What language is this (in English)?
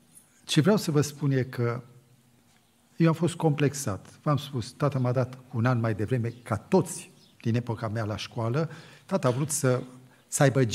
Romanian